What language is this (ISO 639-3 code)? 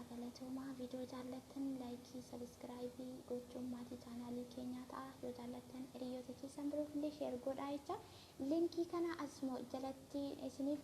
orm